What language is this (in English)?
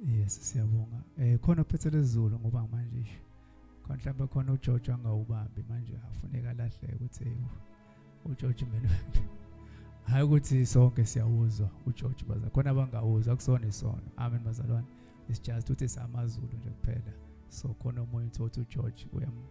Zulu